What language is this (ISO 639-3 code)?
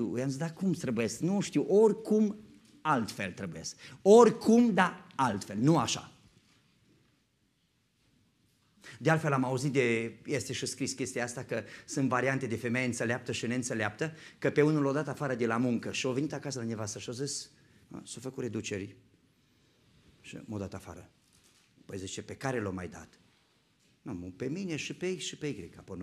ron